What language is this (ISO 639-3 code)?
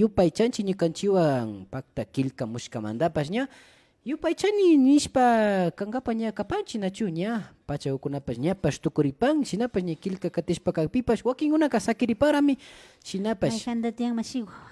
qvi